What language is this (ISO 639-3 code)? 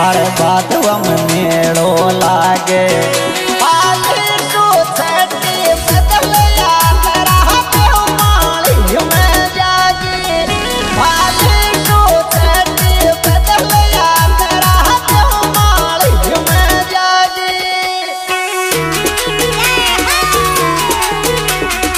bho